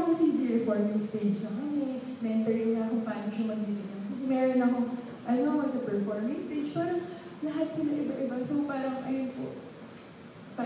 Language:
Filipino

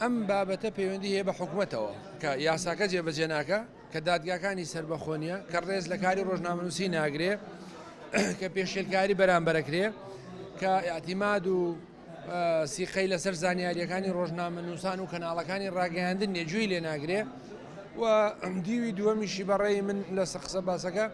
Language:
Central Kurdish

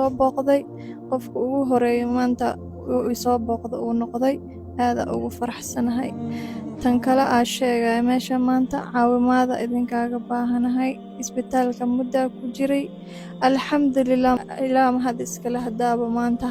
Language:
Somali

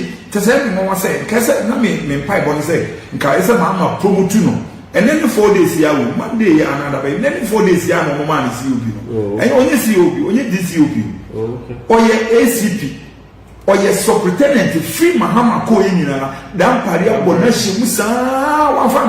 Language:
Akan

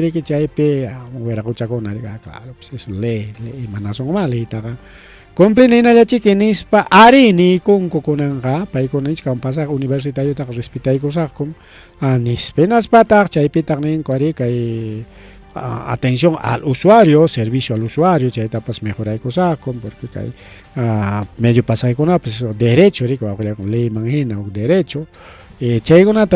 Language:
Ayacucho Quechua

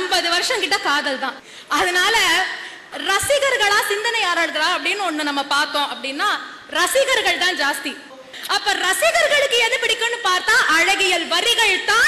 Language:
Tamil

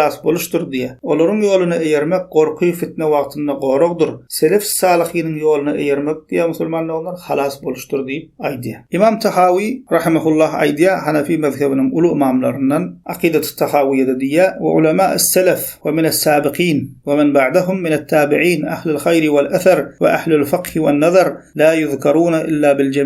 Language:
Turkmen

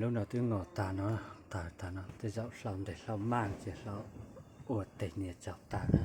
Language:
Hmong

